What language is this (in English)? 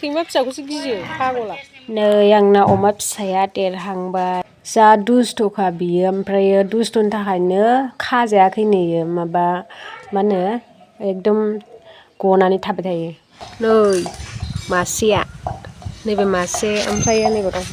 Bodo